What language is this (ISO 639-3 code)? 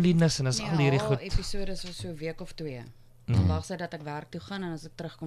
afr